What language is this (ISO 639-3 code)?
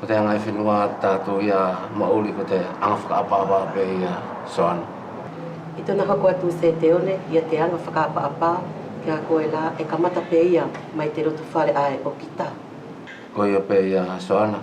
wls